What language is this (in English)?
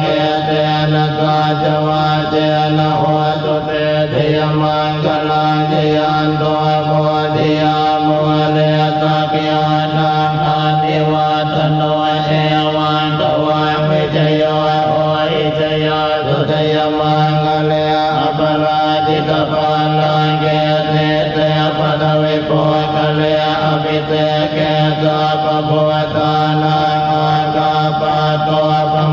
Pali